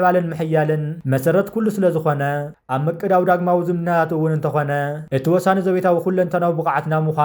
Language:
Tigrinya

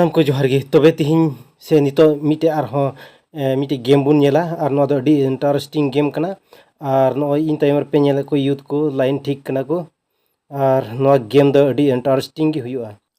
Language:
Santali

